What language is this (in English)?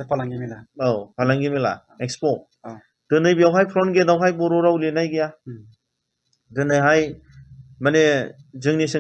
Bodo